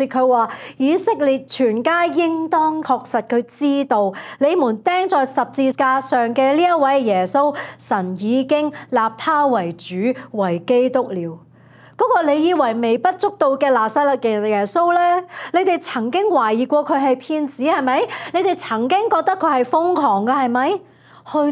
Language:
Cantonese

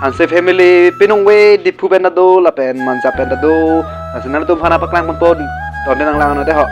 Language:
Karbi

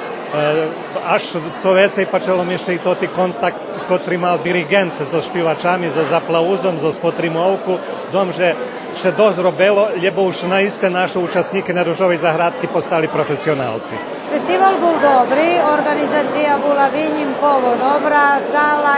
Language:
Rusyn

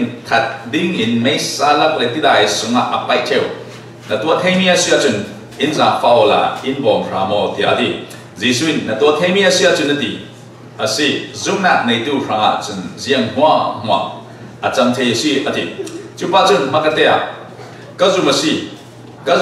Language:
Falam Chin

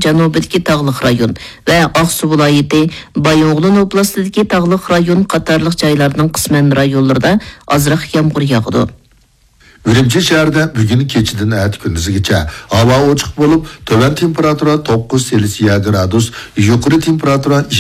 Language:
Uyghur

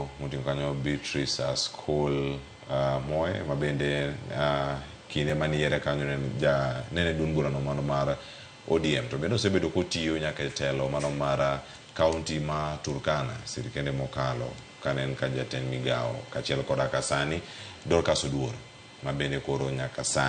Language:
Luo (Kenya and Tanzania)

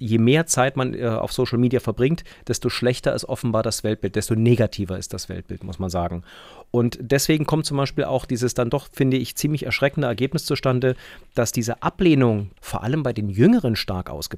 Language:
German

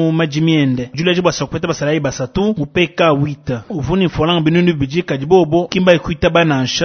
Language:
Luba-Lulua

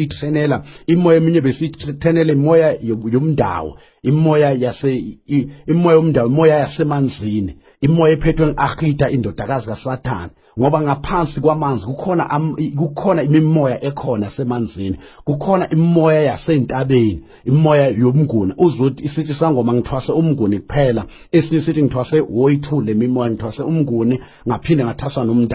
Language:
Zulu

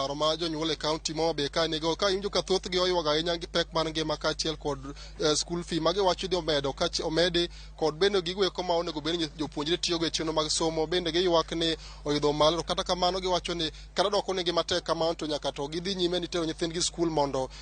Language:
Luo (Kenya and Tanzania)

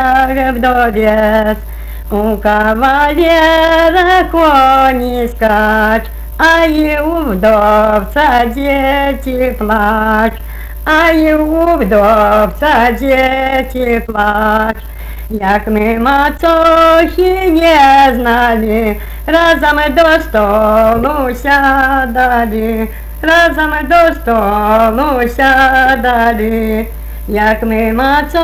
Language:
Ukrainian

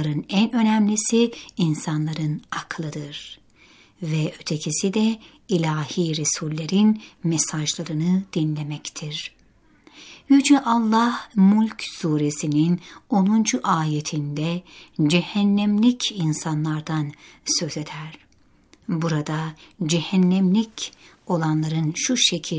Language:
Turkish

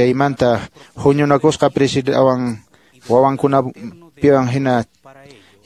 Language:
Quechua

